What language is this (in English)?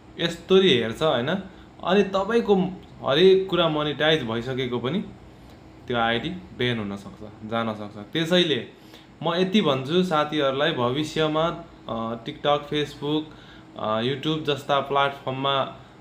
Nepali